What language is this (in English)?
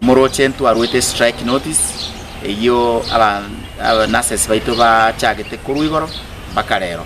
Gusii